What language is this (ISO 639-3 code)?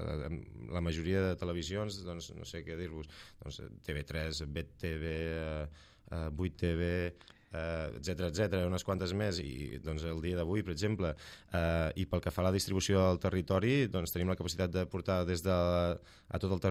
cat